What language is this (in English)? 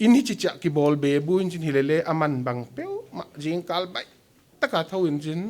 Paite Chin